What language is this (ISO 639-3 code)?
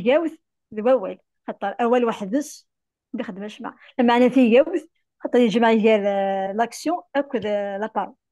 kab